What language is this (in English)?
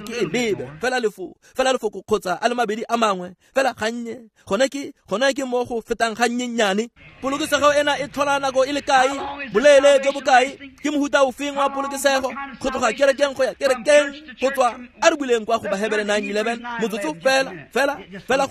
Tswana